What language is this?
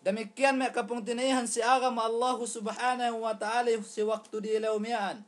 Yakan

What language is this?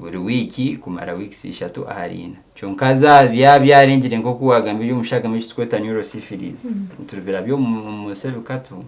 Nyankole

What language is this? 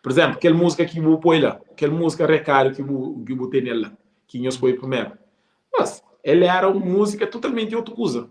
Kabuverdianu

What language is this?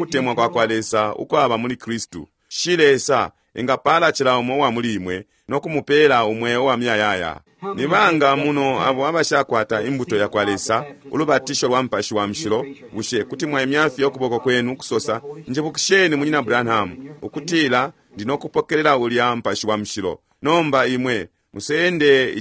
Bemba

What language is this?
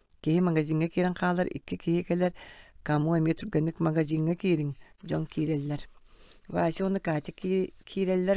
Yakut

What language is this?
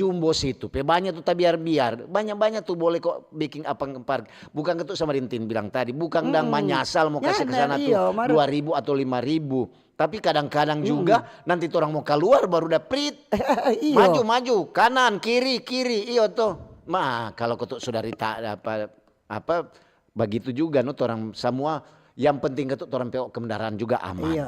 Manado Malay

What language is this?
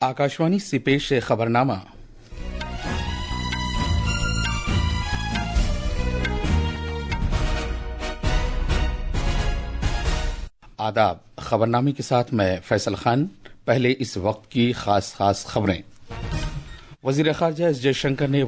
Urdu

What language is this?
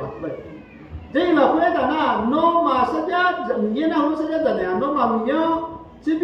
Akha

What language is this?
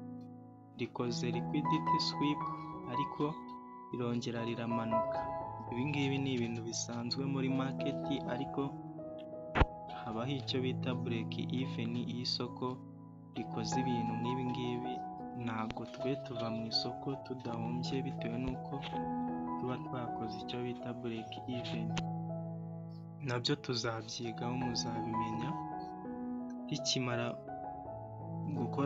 Kinyarwanda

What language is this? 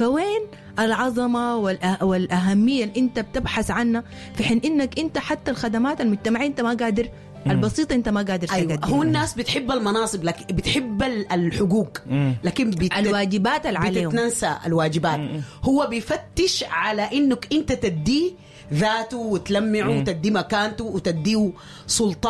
Sudanese Arabic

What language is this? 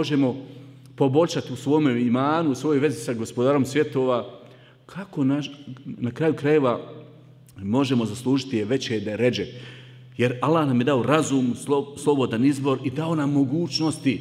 Bosnian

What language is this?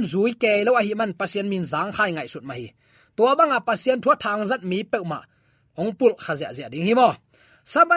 Tedim Chin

